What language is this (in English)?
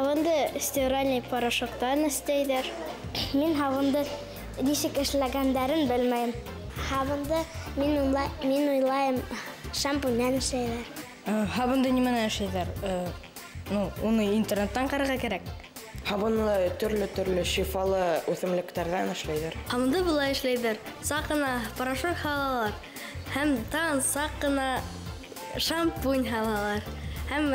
Bashkir